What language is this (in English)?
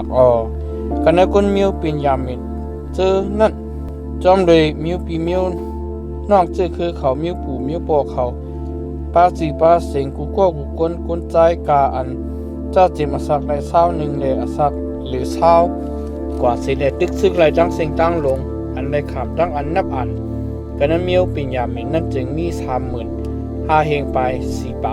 Shan